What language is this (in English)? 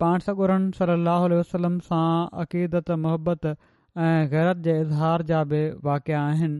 Sindhi